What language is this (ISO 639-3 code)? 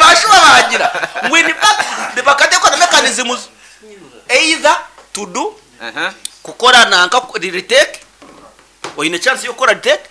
nyn